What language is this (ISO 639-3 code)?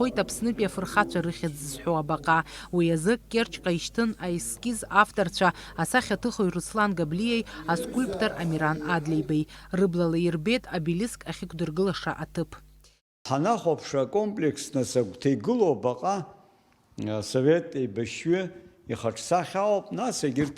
abk